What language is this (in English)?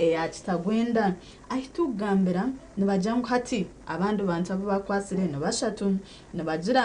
Nyankole